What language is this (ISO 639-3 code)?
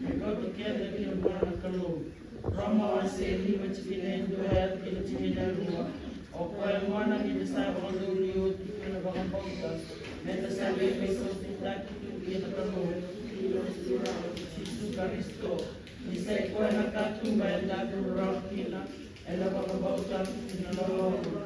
fij